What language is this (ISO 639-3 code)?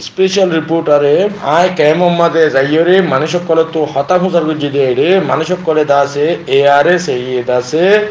rhg